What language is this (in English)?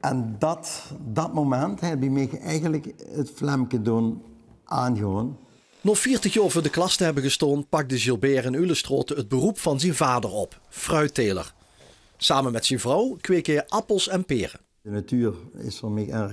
Limburgish